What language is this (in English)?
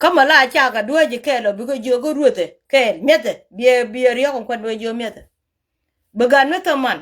Nuer